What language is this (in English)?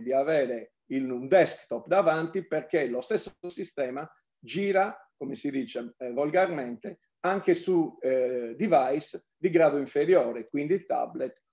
Italian